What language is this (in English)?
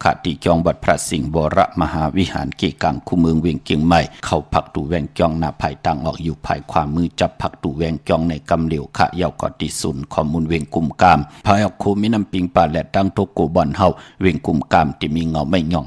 Shan